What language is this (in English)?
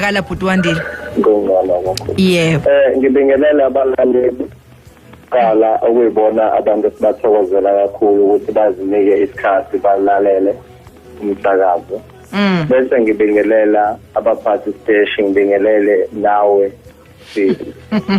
Zulu